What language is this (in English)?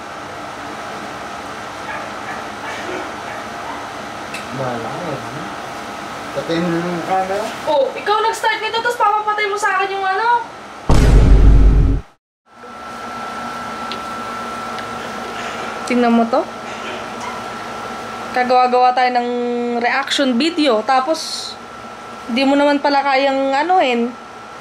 Filipino